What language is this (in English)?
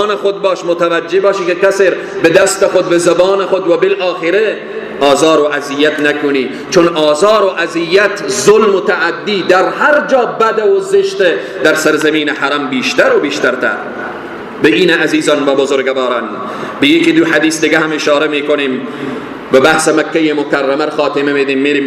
Persian